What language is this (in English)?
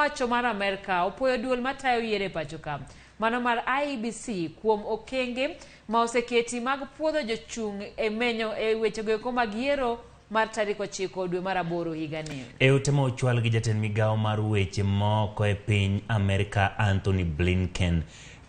Luo (Kenya and Tanzania)